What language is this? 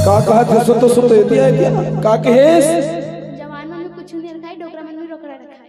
Chhattisgarhi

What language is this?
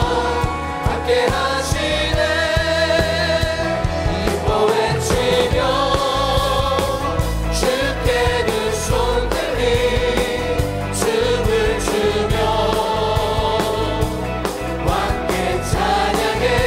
Korean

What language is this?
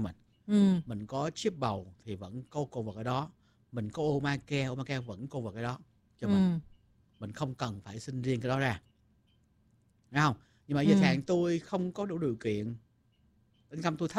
Vietnamese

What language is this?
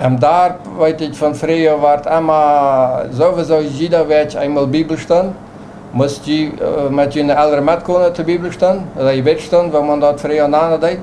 Plautdietsch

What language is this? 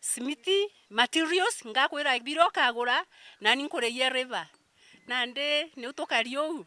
Meru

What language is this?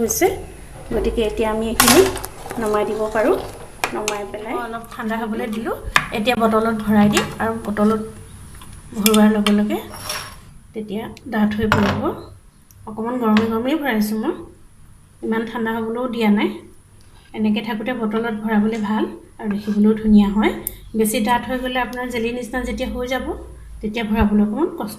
Assamese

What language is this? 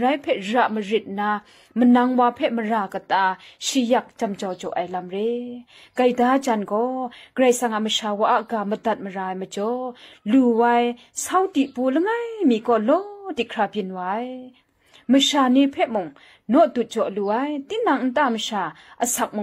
Kachin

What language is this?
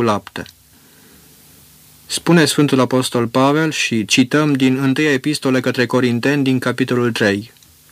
Romanian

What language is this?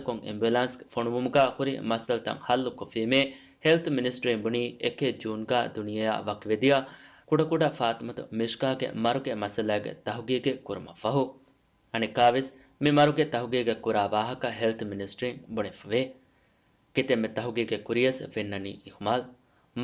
Divehi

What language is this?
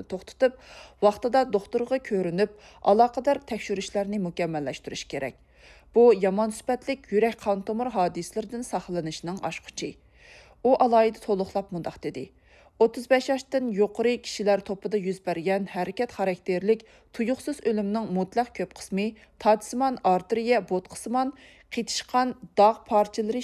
Uyghur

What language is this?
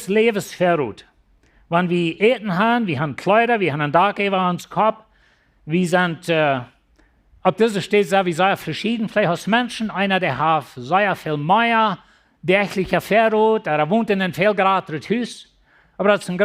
Plautdietsch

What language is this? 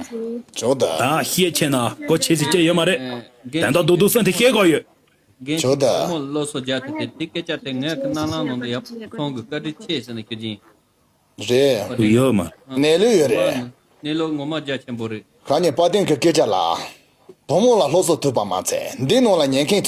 Tibetan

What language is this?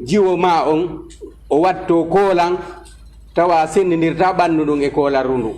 Fula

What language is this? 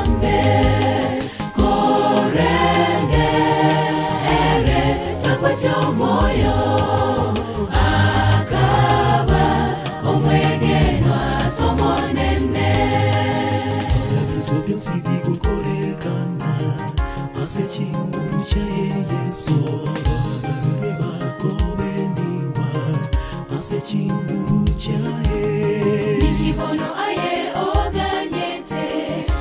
Swahili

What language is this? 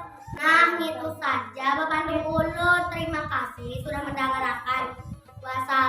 Banjar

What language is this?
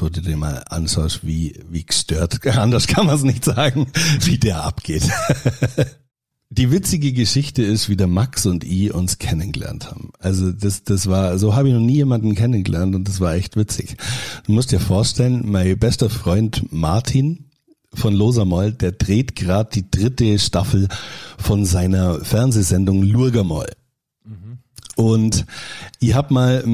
German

